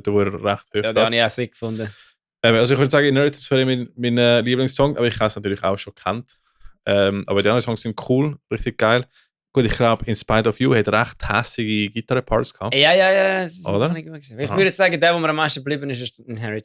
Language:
Swiss German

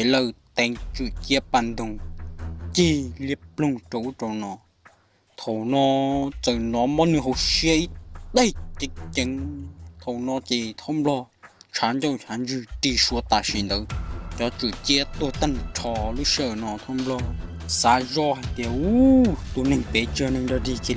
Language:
Hmong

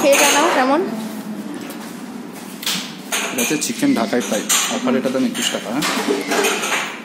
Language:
Bangla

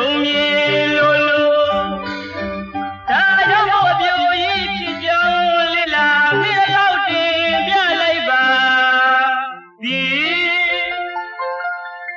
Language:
Burmese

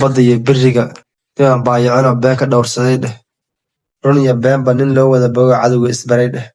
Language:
Somali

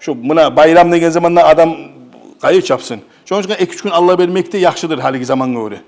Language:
Kumyk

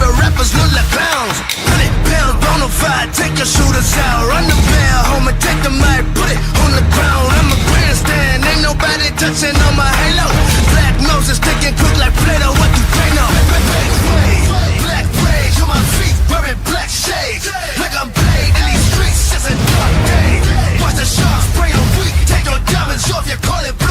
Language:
Kara-Kalpak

